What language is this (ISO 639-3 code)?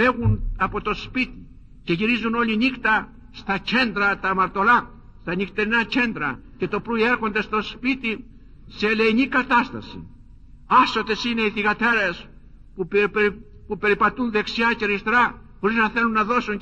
ell